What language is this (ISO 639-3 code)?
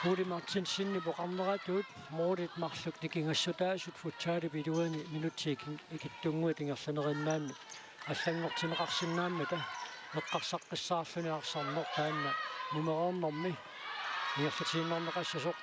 kal